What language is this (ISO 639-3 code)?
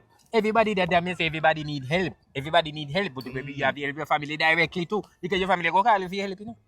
jam